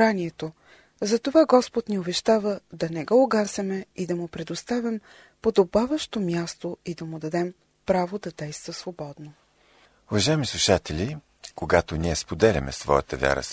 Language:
Bulgarian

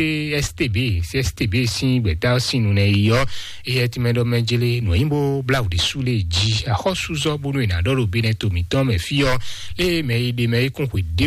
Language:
Fon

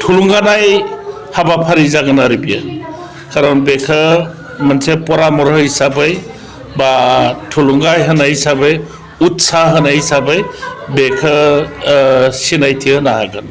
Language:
Bodo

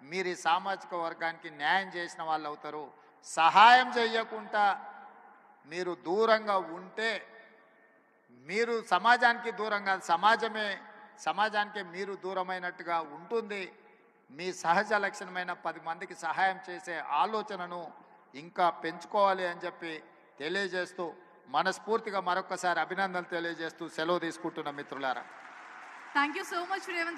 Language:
Telugu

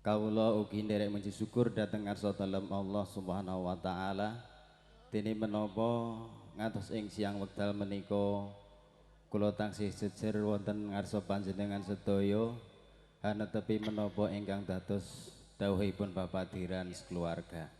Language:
Javanese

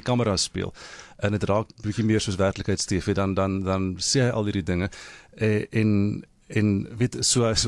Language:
Afrikaans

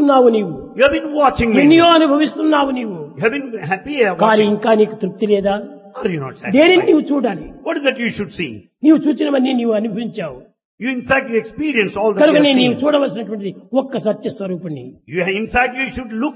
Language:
Telugu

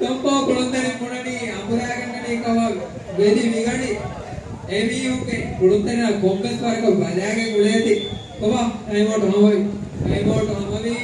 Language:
Divehi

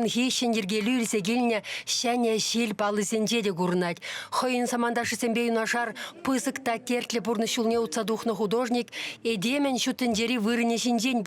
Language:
Chuvash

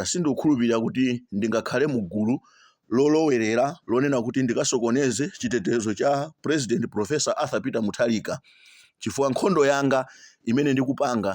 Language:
Nyanja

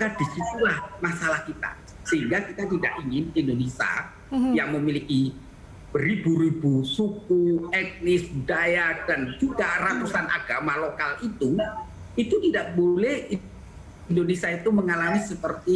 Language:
Indonesian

